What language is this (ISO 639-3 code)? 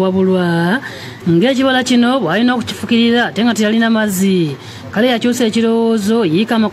lug